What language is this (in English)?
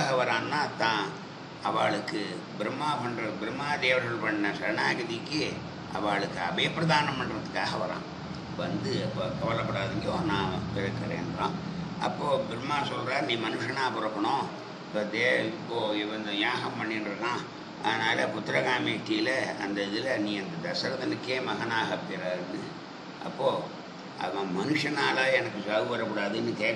Tamil